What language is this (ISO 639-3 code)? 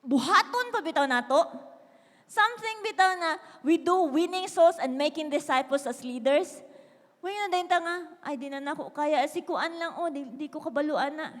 ceb